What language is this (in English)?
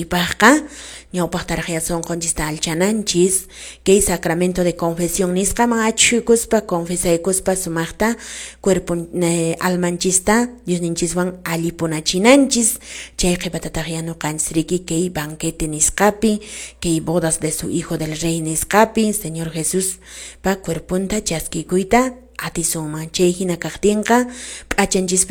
Quechua